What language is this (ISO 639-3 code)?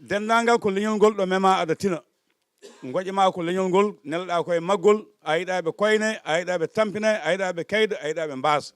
ful